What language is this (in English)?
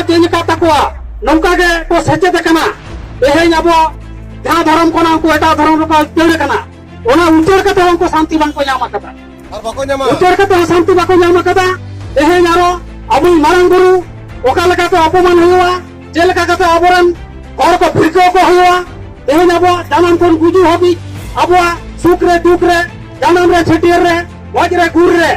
Santali